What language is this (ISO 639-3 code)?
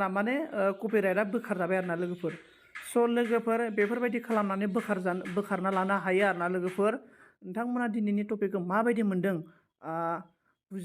brx